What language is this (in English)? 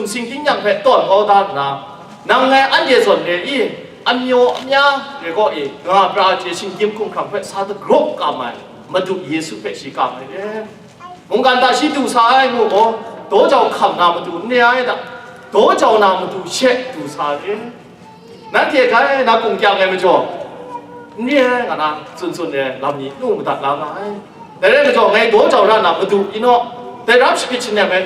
Kachin